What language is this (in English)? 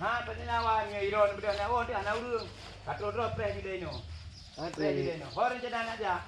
Achinese